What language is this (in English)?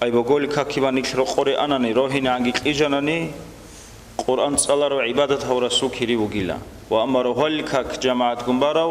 Avaric